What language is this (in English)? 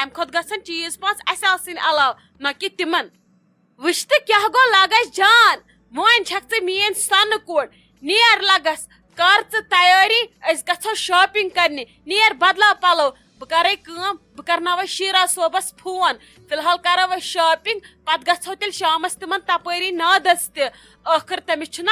Kashmiri